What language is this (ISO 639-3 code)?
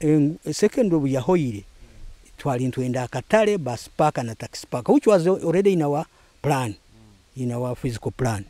nyo